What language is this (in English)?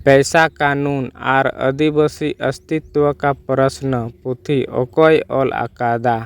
Santali